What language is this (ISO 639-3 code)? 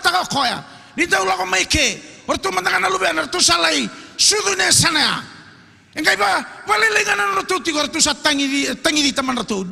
fij